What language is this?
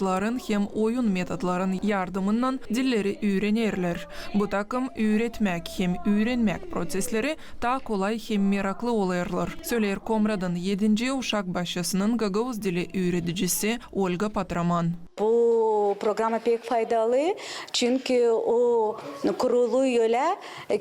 Gagauz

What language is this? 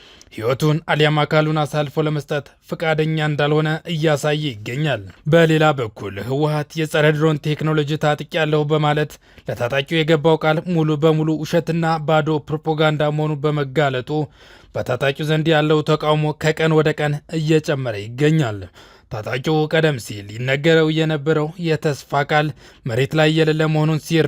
Amharic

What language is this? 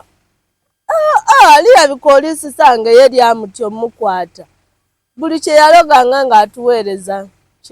Ganda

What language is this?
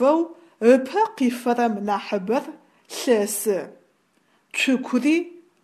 Adyghe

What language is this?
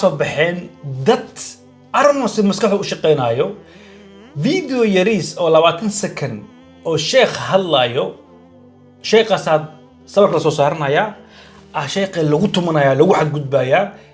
Somali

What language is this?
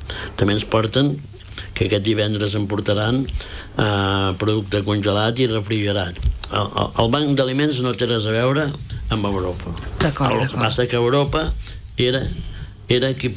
Catalan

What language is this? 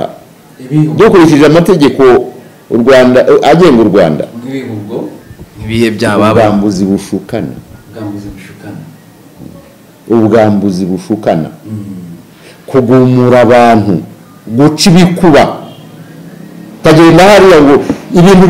Kinyarwanda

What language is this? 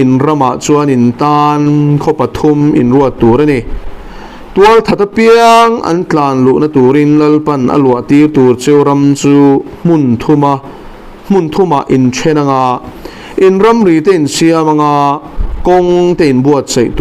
Mizo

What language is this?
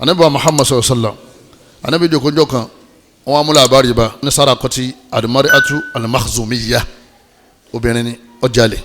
Yoruba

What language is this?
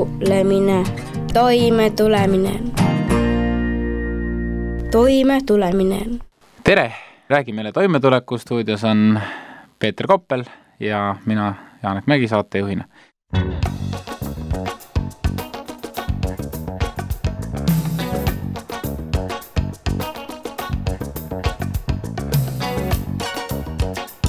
Estonian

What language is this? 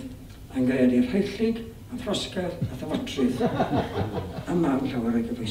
Welsh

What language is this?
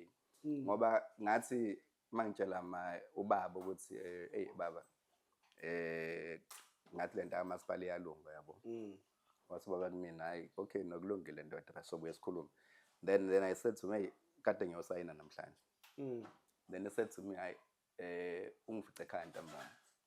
Zulu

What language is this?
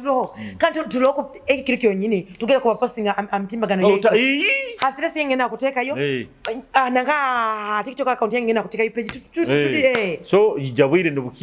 Nyoro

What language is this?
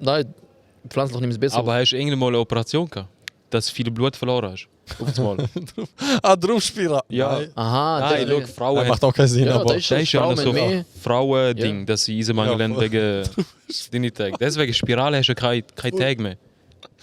Swiss German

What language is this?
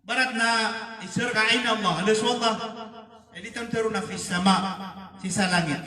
Maranao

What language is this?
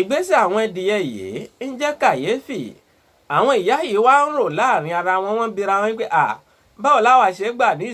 Yoruba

